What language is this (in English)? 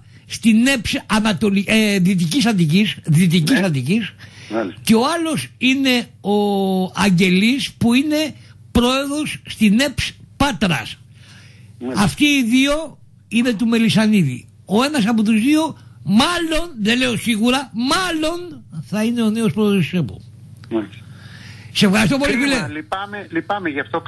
Greek